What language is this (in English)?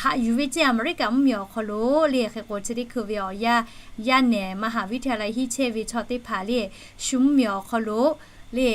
Lahu